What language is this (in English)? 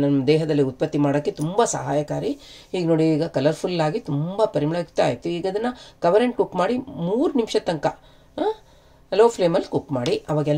Kannada